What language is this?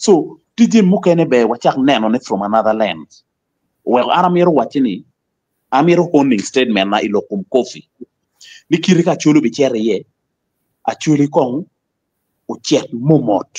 Acoli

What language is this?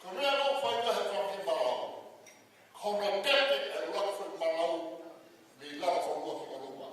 Tongan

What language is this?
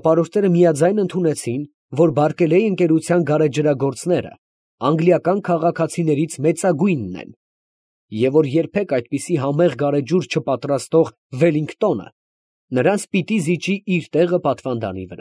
Armenian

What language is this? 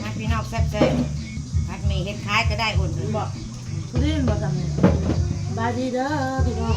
Northeastern Thai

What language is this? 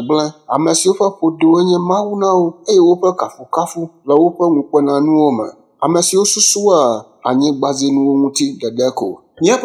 Ewe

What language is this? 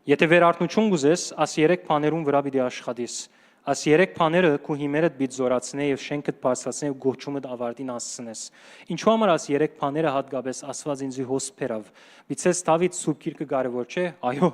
Western Armenian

